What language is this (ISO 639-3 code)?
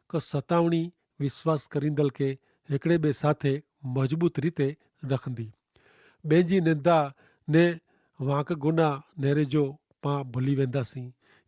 kfr